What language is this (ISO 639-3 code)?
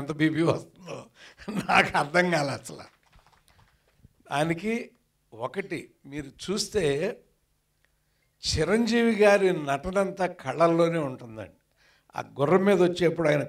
tel